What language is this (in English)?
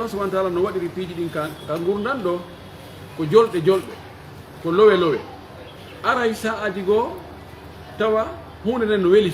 Pular